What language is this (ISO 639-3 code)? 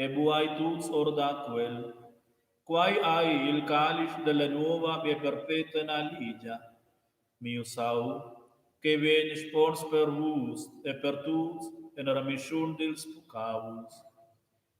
roh